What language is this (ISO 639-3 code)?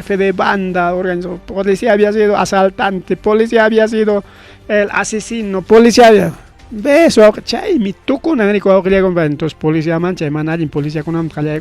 quy